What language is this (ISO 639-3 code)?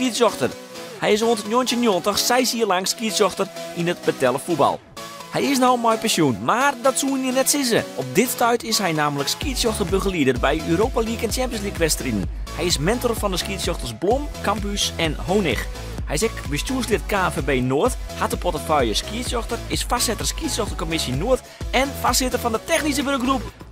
fry